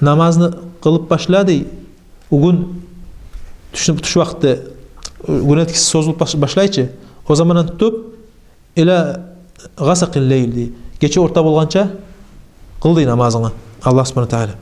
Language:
Kumyk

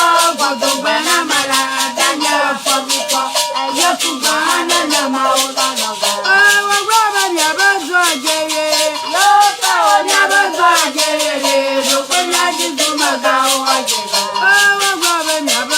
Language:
Ewe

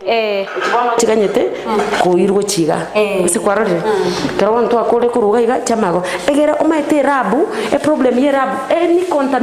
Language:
Gusii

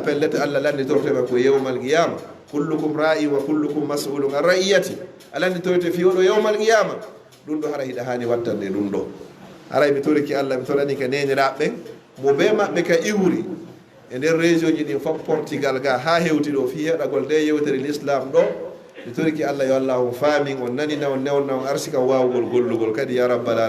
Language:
Fula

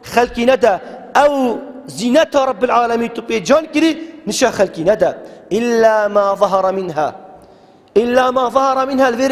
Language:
Kurdish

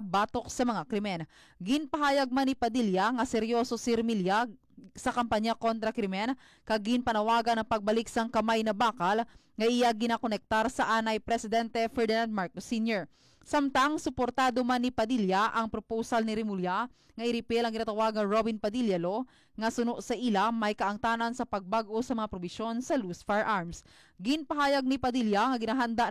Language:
Hiligaynon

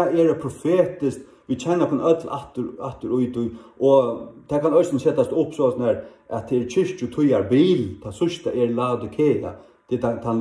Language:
Faroese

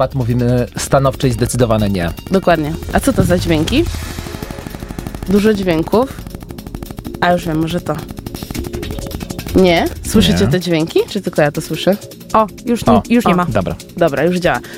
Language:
Polish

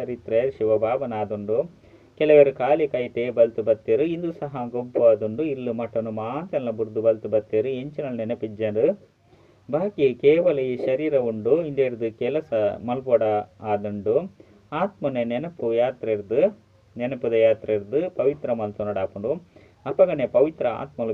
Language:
Tulu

